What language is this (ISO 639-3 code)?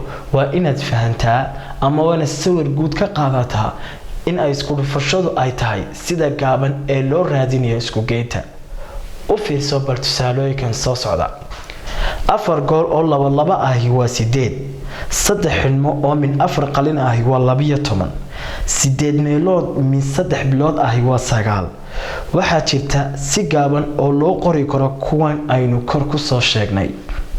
som